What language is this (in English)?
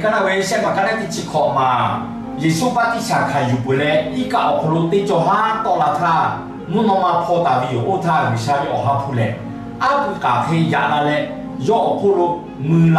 Lahu